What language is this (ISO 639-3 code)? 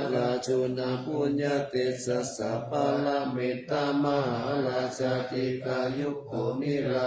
pli